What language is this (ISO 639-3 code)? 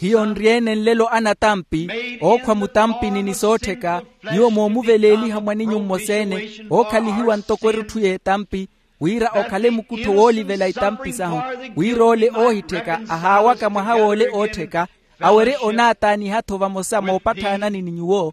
vmw